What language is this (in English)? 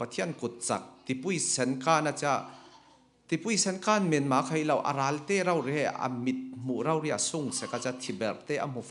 Falam Chin